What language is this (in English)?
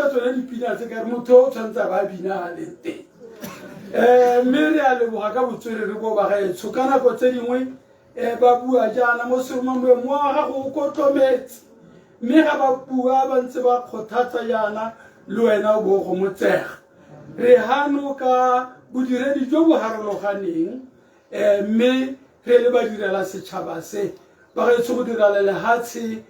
Tswana